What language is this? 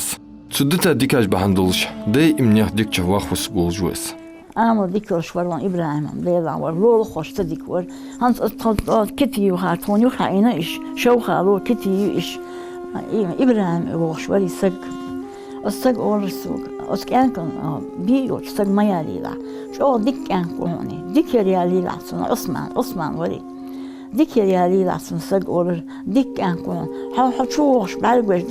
Ingush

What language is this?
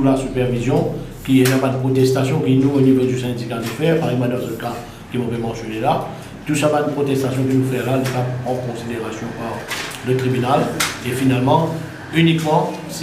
Morisyen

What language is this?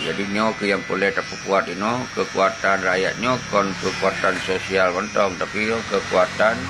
Achinese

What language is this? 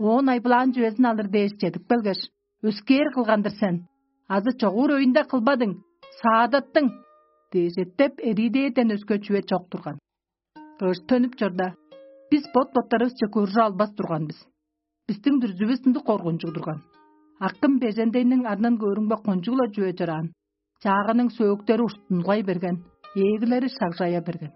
Tuvinian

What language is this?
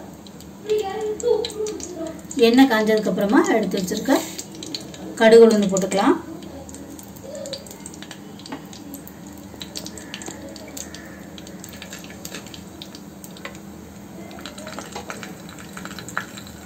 Tamil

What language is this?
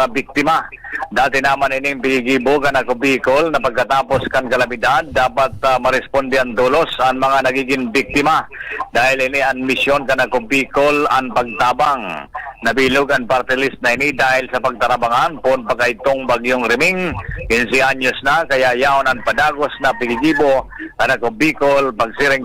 Bikol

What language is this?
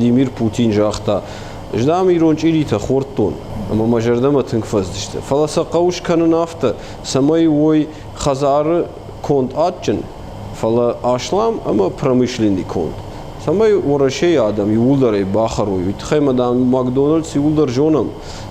Ossetic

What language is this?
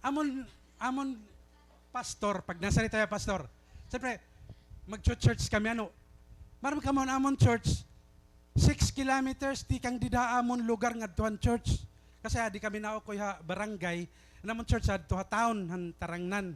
Waray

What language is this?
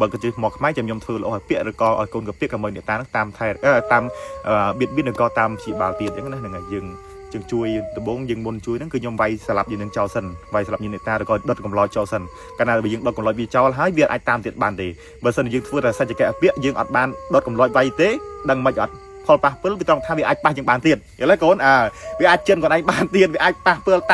Khmer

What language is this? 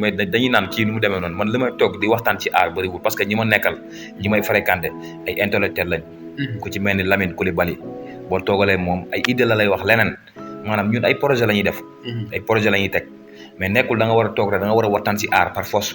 Wolof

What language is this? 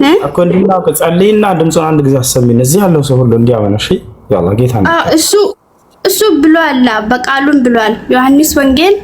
Amharic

